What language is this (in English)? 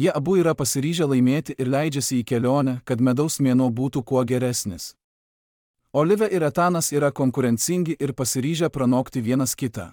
Lithuanian